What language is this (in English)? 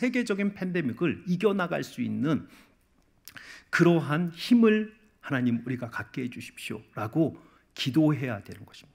Korean